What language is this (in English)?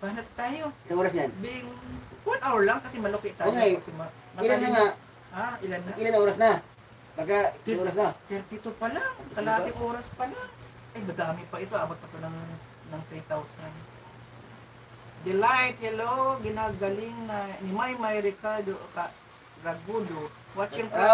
Filipino